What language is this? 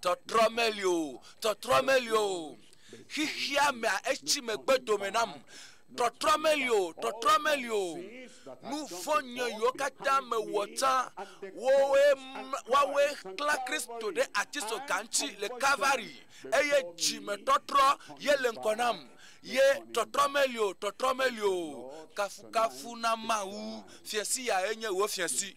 Ewe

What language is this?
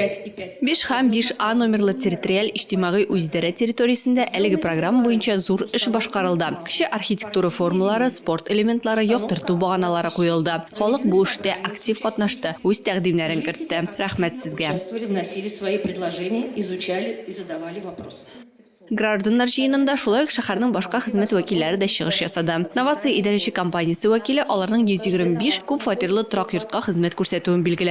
Tatar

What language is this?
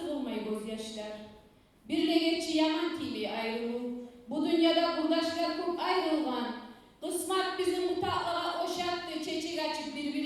Kumyk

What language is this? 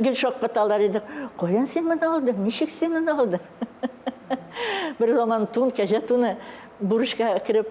Tatar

